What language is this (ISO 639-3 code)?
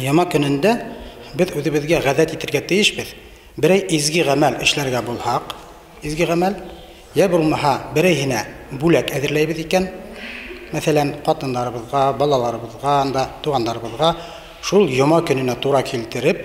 bak